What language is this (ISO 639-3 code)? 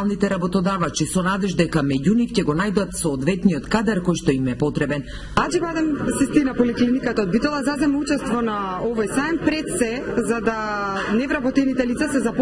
mkd